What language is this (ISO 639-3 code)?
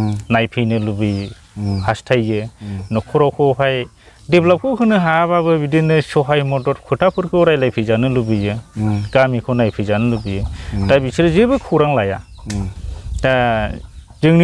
brx